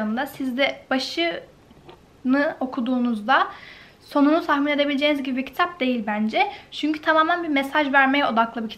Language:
Turkish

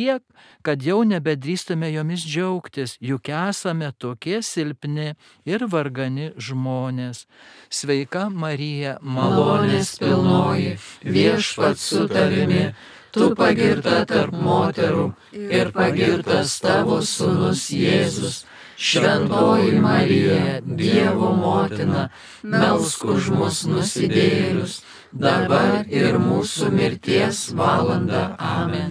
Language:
Lithuanian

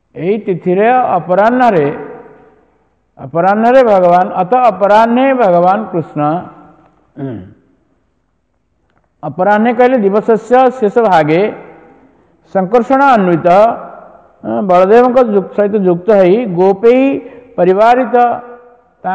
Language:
Odia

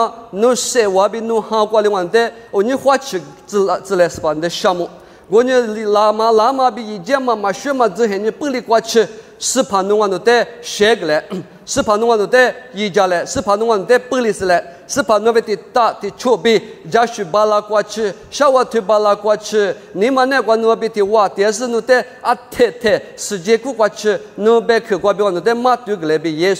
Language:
Lisu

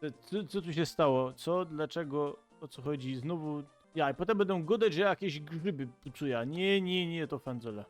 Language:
Silesian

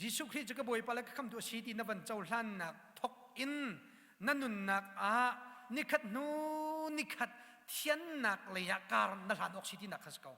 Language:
Hakha Chin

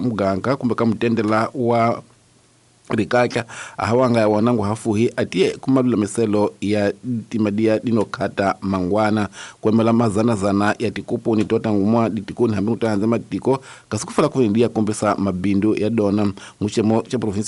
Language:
Tsonga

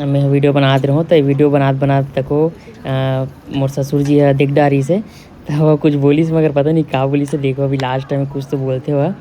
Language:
Chhattisgarhi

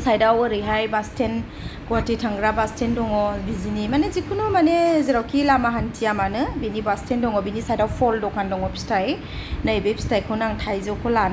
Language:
Bodo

